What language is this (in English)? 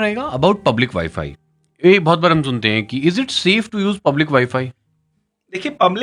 Hindi